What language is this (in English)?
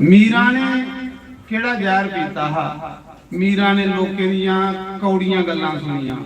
Dogri